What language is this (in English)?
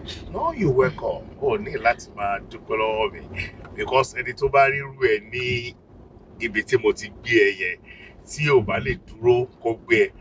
Yoruba